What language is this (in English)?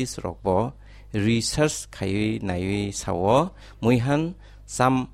Kok Borok